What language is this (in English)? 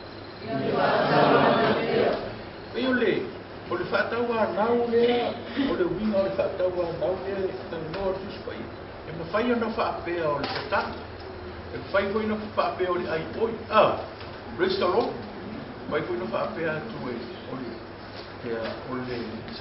Samoan